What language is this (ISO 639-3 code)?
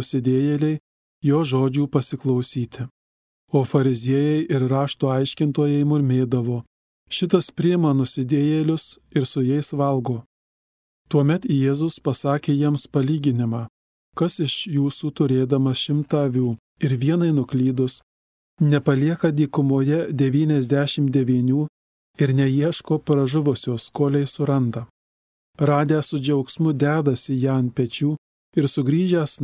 lit